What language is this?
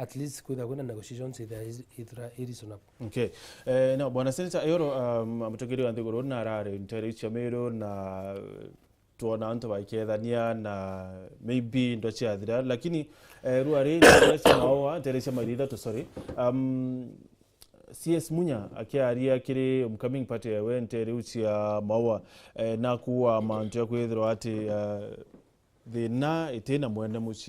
Meru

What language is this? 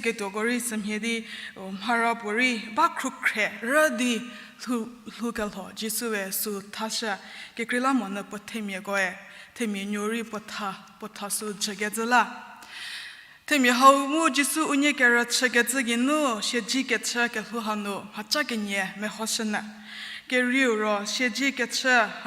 Angami Naga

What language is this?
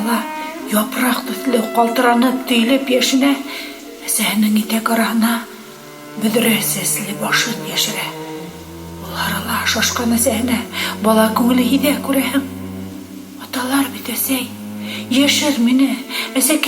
Bashkir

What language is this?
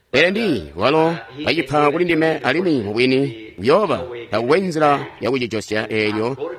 Tonga (Zambia)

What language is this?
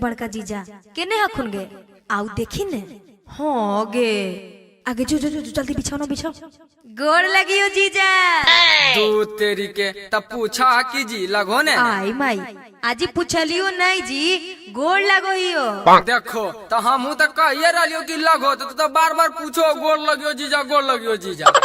Magahi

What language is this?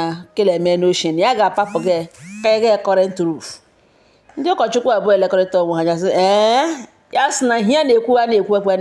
Igbo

